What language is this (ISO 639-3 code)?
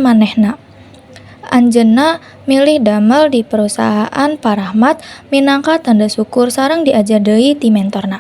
sun